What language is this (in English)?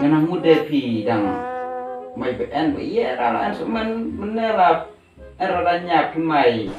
Khasi